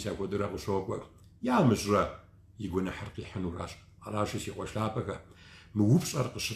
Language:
Kabardian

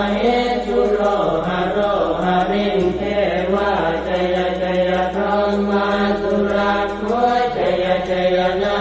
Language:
Pali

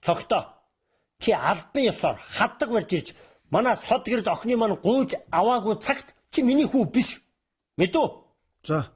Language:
Mongolian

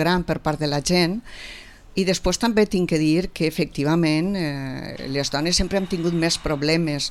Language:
Catalan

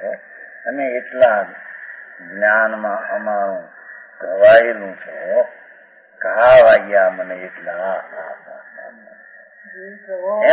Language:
Gujarati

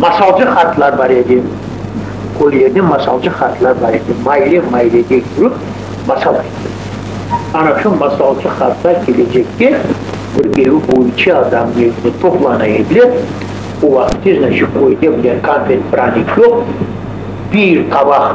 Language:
Crimean Tatar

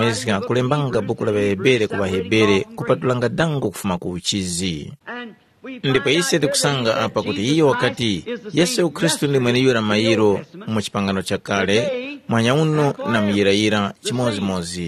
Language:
Tumbuka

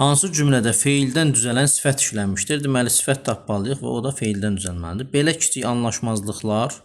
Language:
Azerbaijani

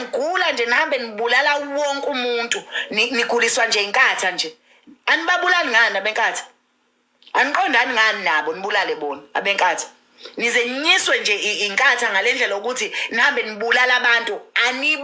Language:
Zulu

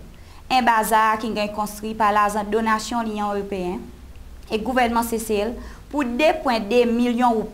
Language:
Seselwa Creole French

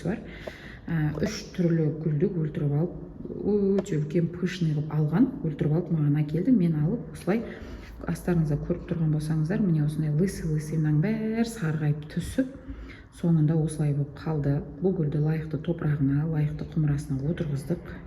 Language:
Kazakh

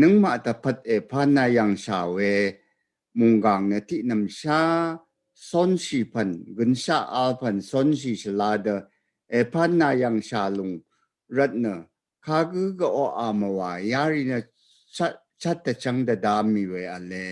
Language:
Rawang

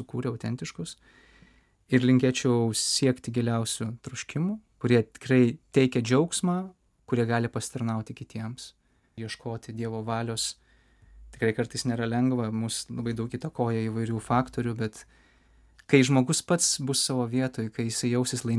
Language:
Lithuanian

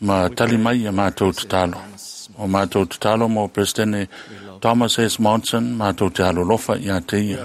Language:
Samoan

